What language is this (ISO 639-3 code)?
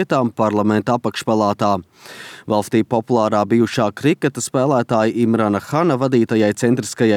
lav